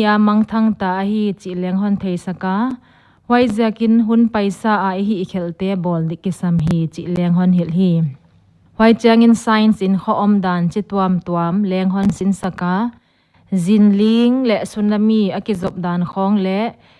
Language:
Paite Chin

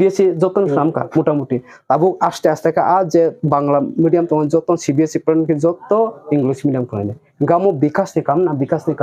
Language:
Kok Borok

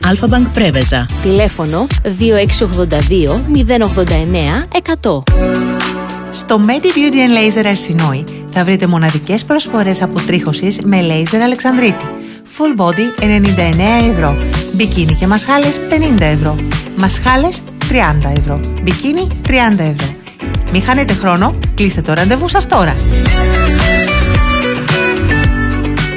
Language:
Greek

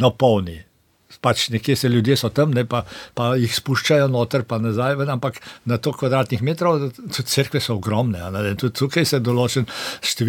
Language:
Slovenian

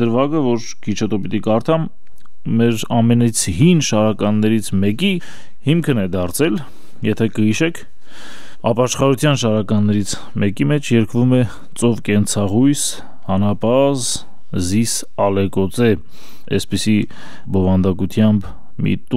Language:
Armenian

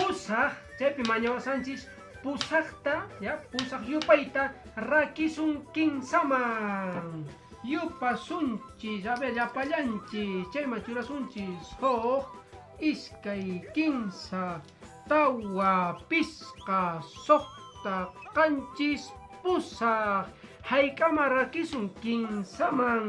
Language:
Quechua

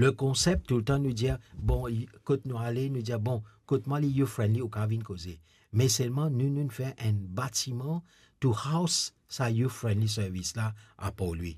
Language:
Morisyen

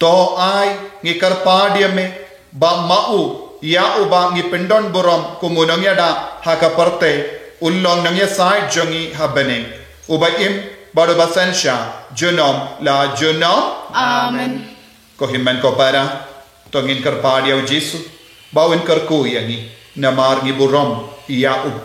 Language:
Khasi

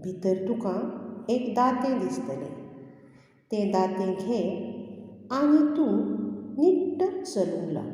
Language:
Konkani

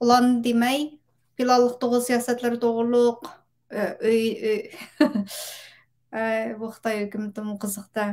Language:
Uyghur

